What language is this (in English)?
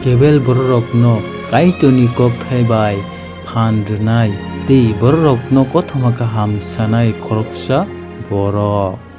Kok Borok